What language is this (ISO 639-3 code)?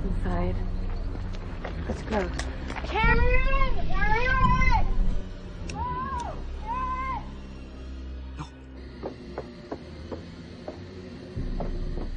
eng